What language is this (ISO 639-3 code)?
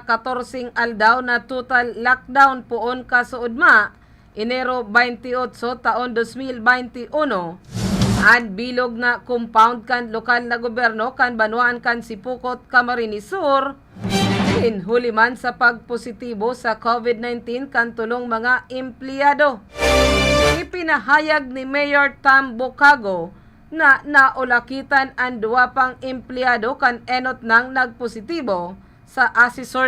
bik